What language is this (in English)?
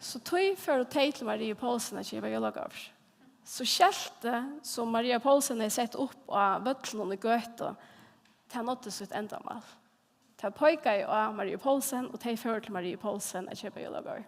Faroese